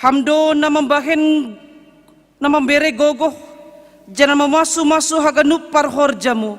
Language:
Batak Simalungun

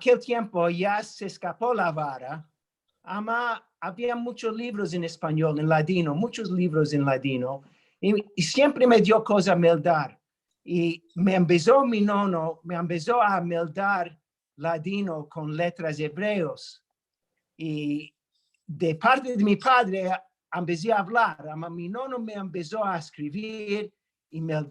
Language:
Ladino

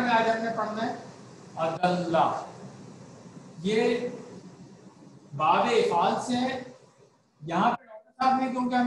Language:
Urdu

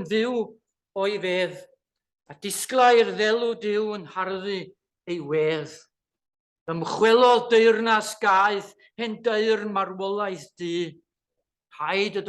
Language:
Welsh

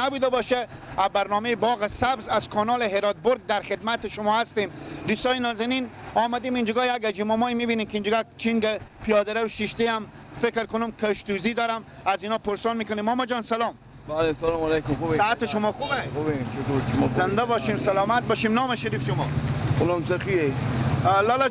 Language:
Persian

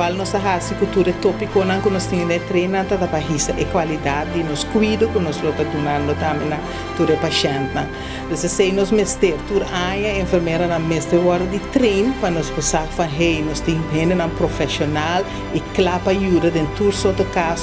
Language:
Papiamento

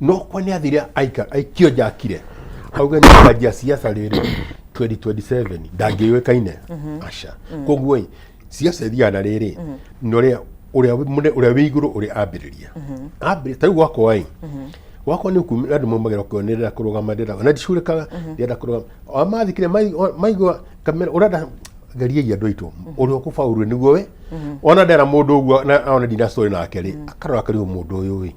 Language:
Kikuyu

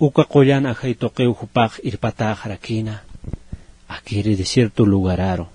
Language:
Aymara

